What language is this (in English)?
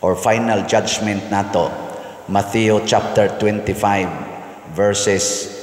Cebuano